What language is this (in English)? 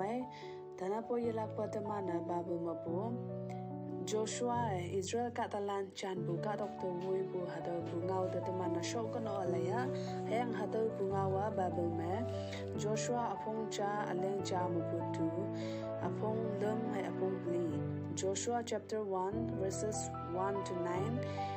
Konyak Naga